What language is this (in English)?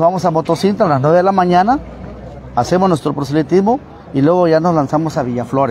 Spanish